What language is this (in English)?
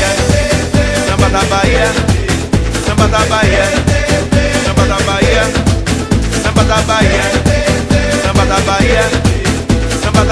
Portuguese